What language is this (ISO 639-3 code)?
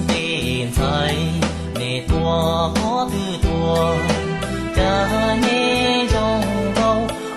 hmn